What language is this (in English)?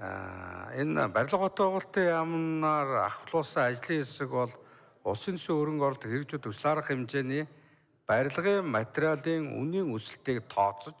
Mongolian